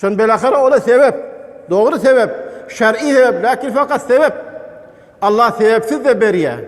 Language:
Turkmen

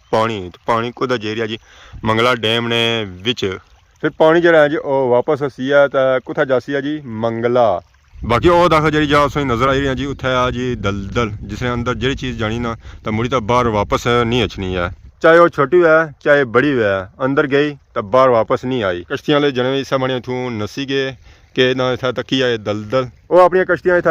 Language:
Pahari-Potwari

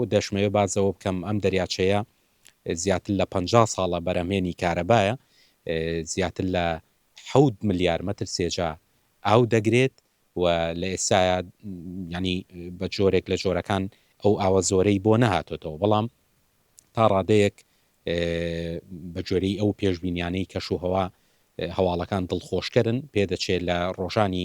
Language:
Central Kurdish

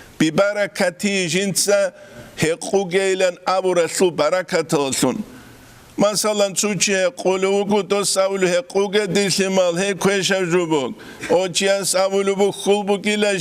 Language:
Avaric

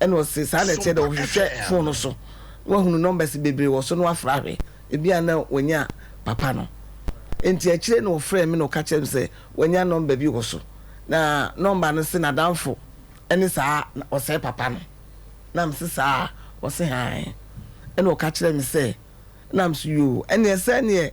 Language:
Akan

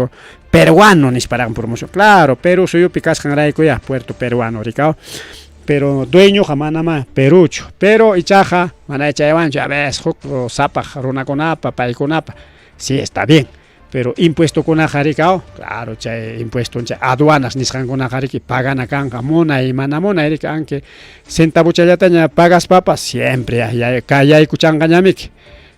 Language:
Ayacucho Quechua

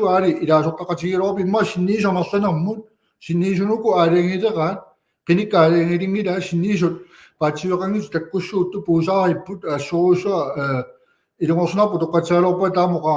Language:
Kalaallisut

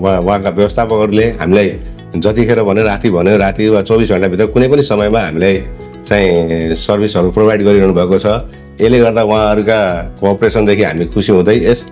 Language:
Nepali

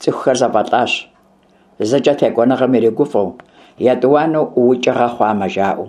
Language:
Kabardian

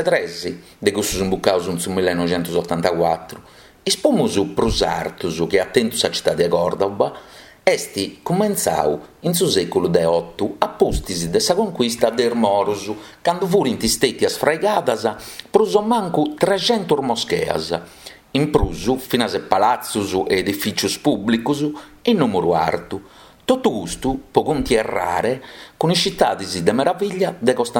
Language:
Sardinian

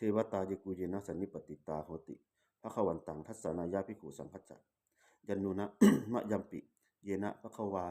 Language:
Pali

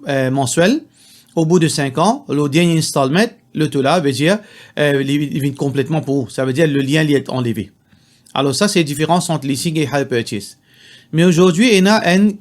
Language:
Morisyen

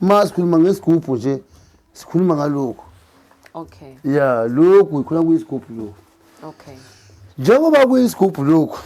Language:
Zulu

